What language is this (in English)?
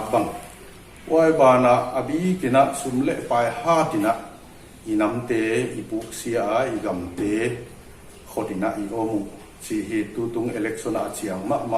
Paite Chin